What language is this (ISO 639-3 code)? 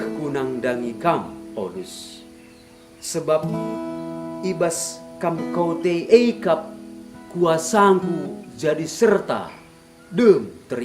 btx